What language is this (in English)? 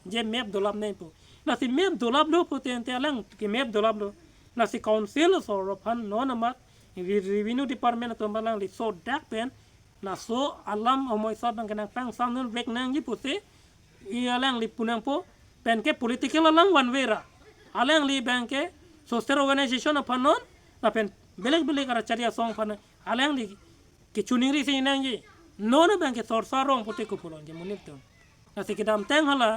Karbi